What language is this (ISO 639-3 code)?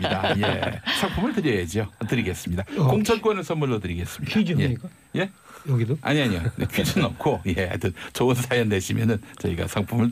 kor